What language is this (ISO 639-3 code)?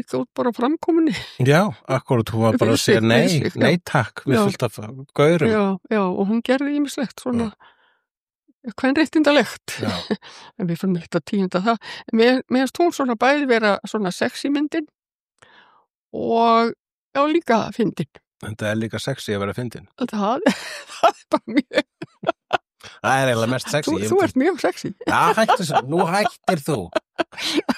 isl